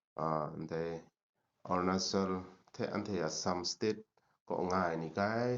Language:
Kachin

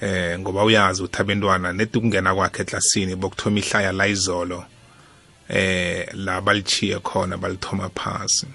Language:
South Ndebele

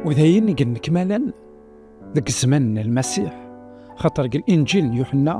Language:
Kabyle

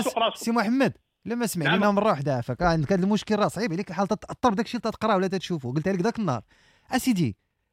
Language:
Moroccan Arabic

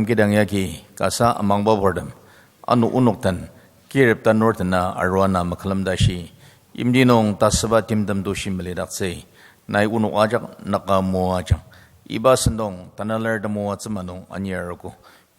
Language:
Ao Naga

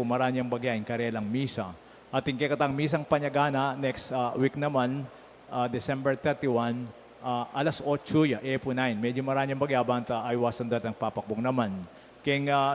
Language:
Pampanga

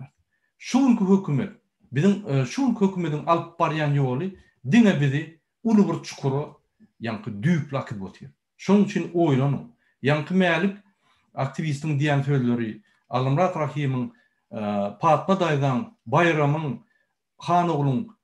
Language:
Turkmen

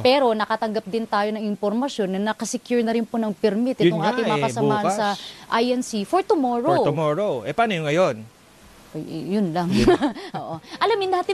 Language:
Filipino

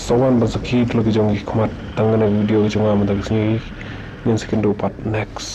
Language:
Khasi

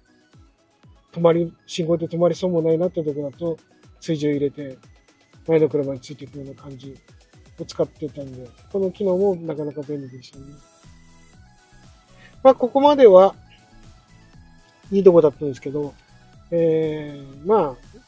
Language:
Japanese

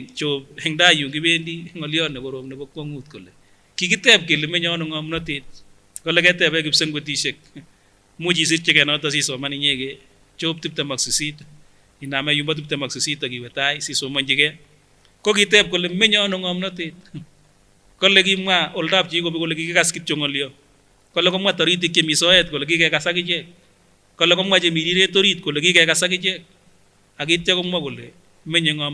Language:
Kipsigis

